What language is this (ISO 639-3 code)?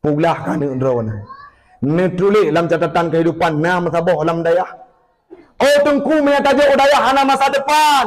ace